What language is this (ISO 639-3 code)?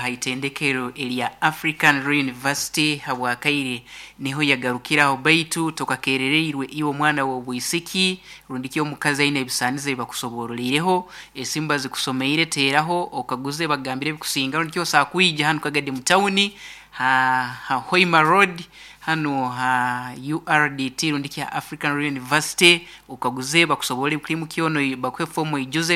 nyo